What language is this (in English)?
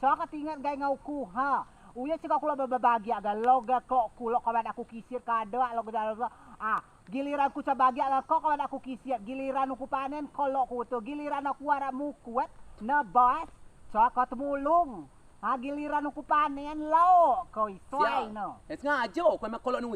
Rejang